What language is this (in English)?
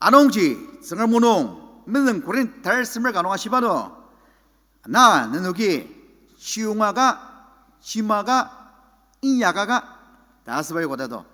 Ao Naga